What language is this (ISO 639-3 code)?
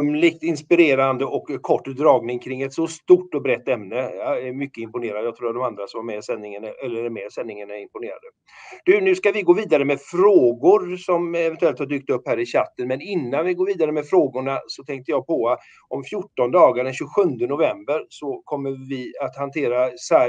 swe